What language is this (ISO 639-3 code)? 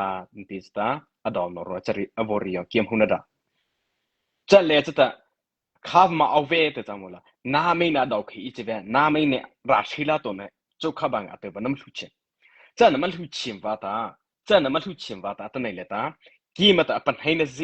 mrh